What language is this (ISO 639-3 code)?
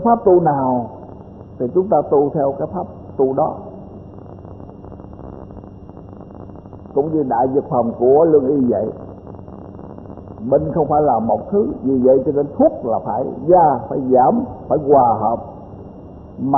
vie